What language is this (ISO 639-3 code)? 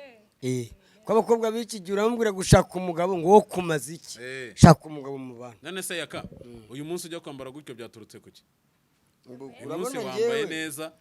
kin